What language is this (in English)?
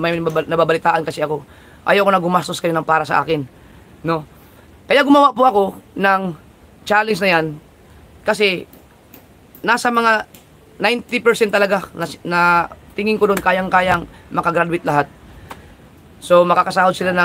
Filipino